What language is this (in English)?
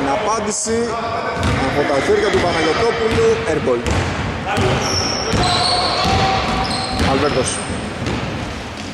Greek